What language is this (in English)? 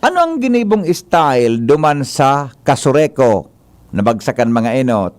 Bikol